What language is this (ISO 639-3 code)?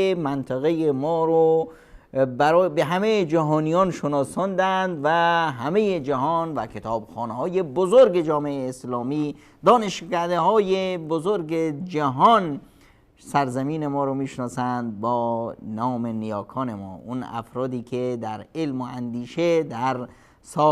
fas